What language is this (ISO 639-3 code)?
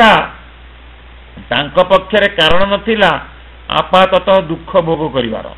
ori